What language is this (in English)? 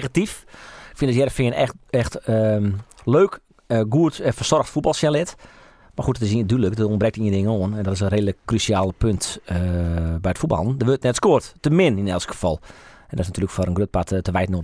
Western Frisian